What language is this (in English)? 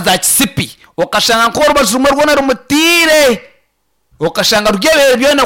Nyankole